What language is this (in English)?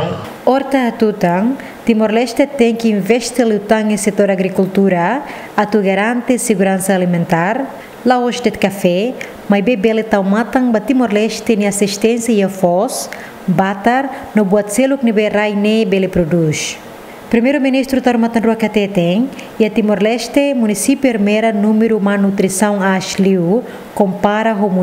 Tetum